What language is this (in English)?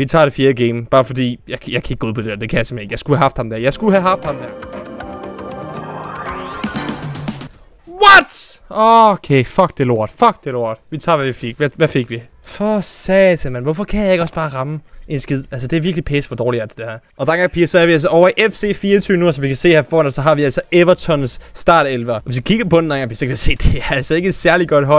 Danish